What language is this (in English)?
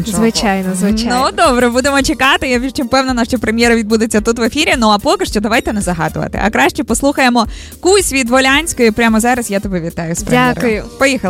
Ukrainian